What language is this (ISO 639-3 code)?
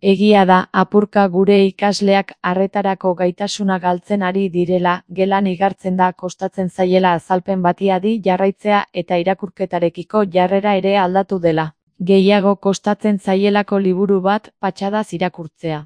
eus